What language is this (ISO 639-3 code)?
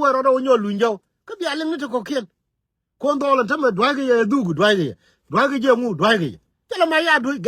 nus